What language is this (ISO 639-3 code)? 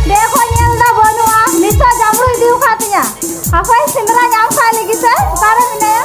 sat